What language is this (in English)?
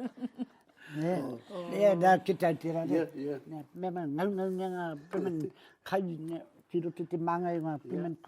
Māori